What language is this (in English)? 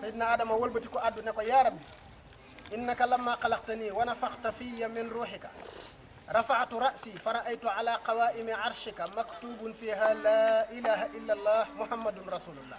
Wolof